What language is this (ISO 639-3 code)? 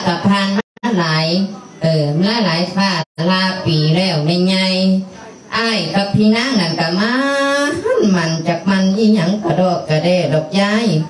lao